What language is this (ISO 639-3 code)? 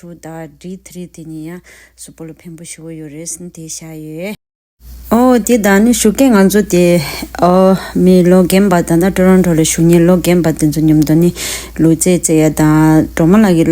bod